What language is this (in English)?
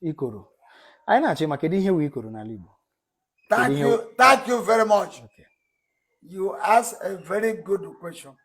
Igbo